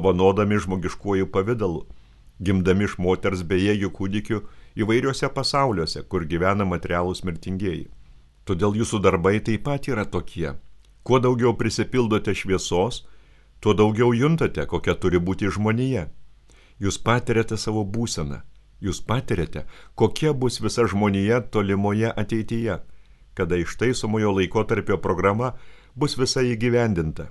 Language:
Lithuanian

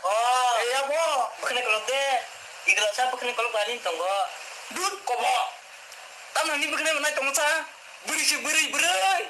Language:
Kok Borok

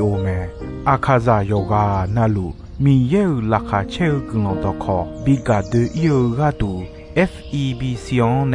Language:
Akha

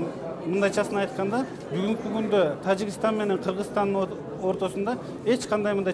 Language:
Kyrgyz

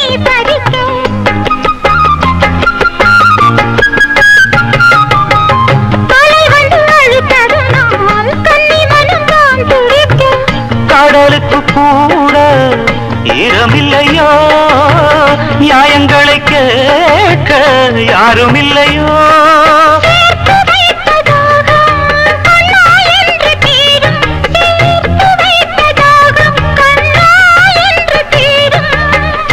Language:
Tamil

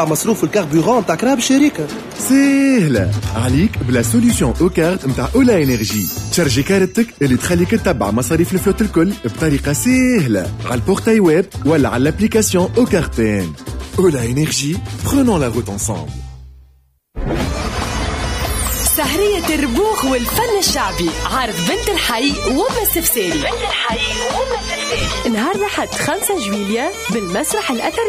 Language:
Tunisian Arabic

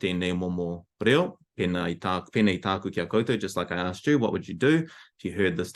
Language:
Māori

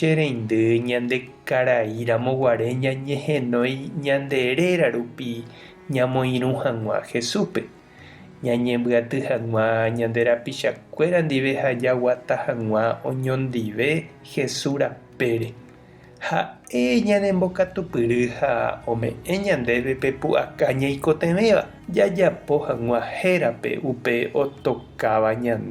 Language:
Guarani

